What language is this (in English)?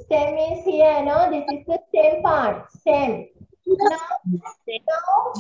English